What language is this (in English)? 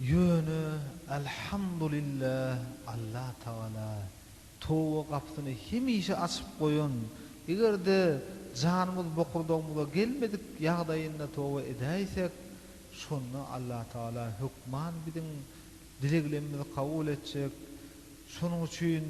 Turkmen